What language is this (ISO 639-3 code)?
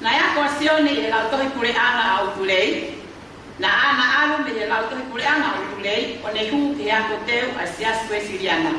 ton